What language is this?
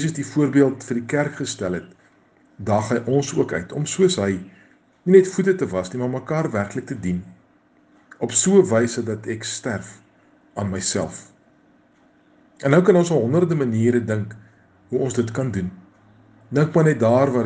Afrikaans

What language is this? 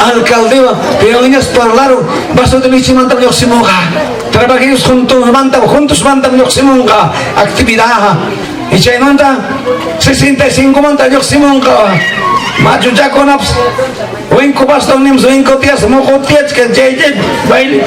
Ayacucho Quechua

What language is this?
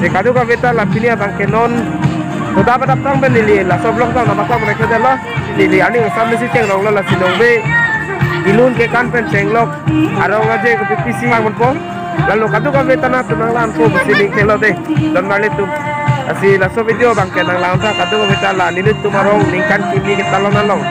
Karbi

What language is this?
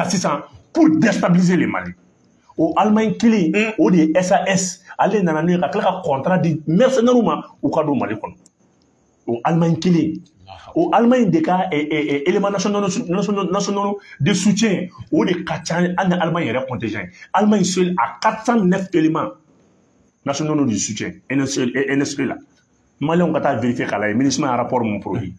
Bambara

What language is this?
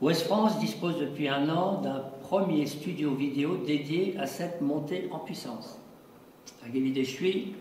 Breton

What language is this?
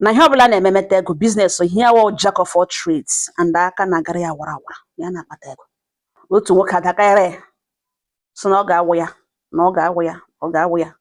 Igbo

